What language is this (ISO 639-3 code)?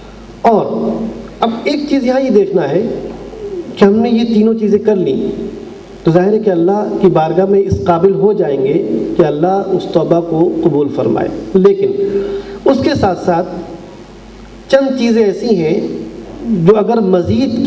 urd